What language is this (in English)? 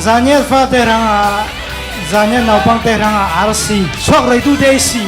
Falam Chin